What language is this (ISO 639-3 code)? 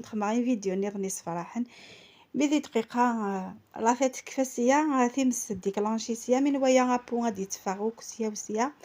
kab